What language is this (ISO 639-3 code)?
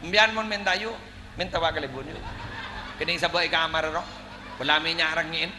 mad